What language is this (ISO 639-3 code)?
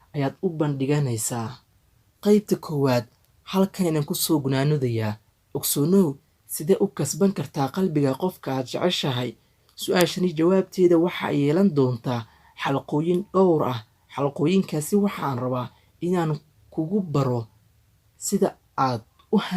som